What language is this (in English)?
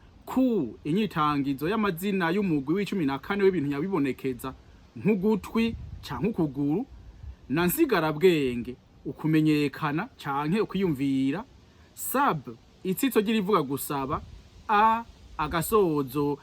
Rundi